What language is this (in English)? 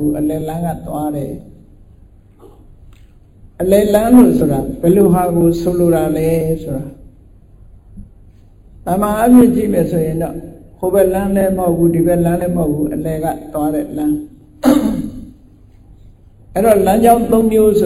Burmese